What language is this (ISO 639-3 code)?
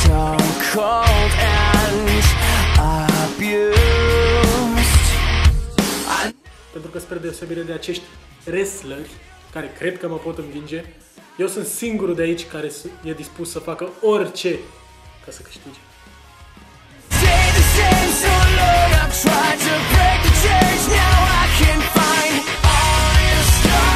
ron